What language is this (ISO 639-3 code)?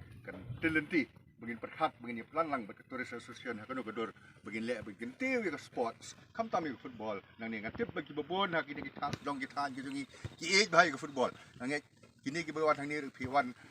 kha